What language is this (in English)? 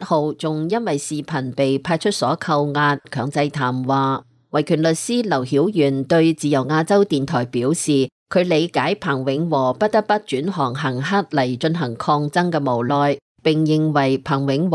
Cantonese